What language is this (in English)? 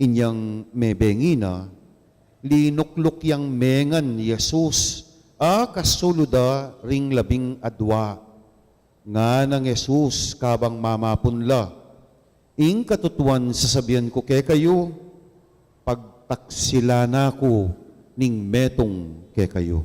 Pampanga